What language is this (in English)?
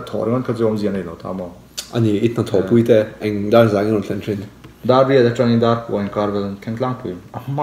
Mizo